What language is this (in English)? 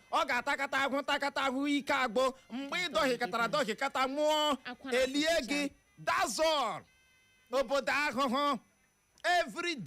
Igbo